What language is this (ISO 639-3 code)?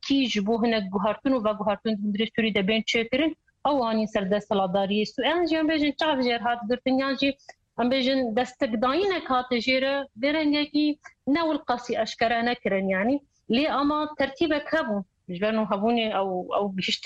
kur